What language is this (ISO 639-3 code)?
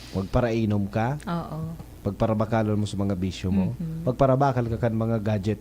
bik